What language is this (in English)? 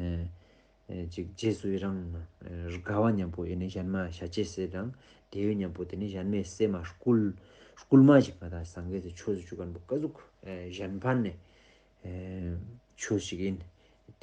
Ladakhi